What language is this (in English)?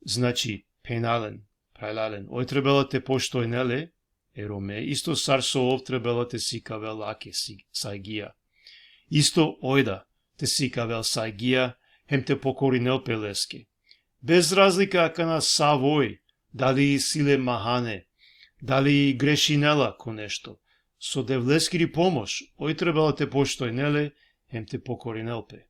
Balkan Romani